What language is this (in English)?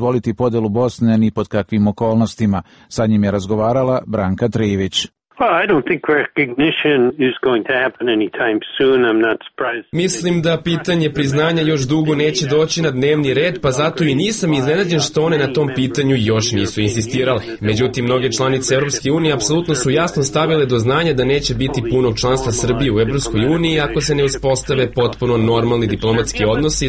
Serbian